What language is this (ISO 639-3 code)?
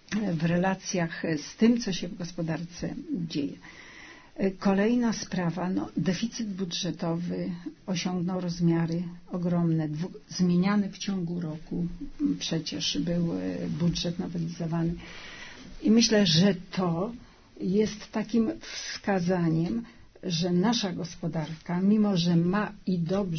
pol